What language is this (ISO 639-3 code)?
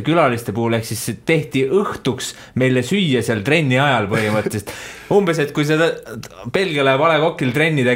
est